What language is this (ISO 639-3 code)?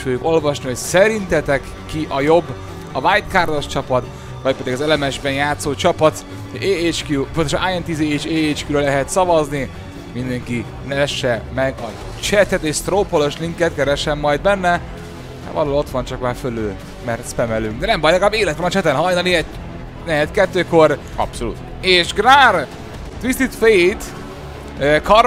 hun